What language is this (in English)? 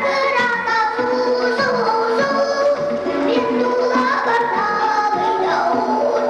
Yakut